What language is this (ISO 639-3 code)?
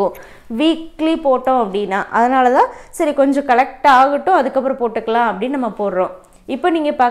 tam